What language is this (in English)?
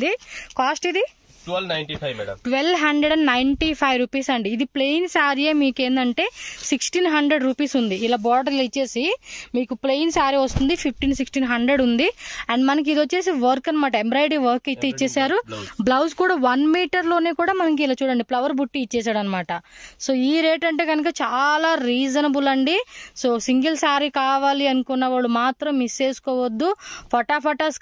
Telugu